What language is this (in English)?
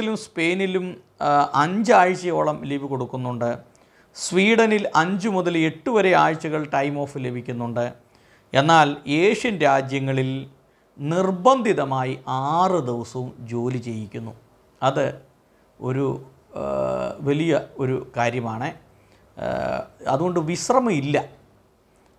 Malayalam